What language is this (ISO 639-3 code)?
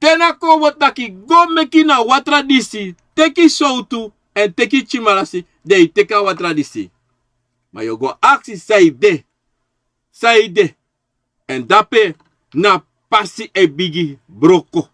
srn